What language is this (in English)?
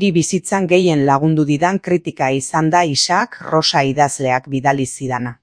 Basque